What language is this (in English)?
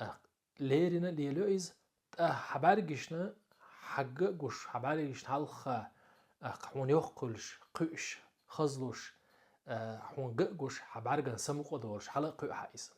Chechen